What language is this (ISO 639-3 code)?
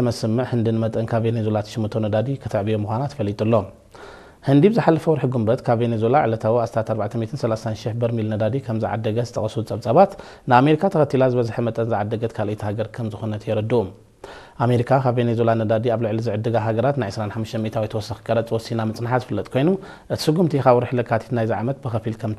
tir